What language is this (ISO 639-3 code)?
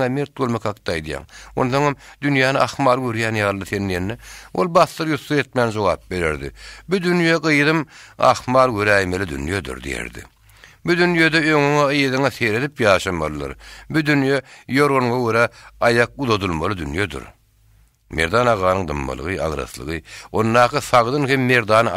tuk